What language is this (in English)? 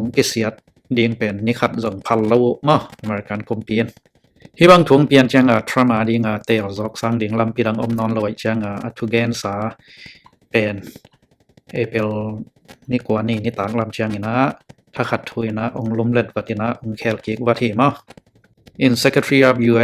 Tedim Chin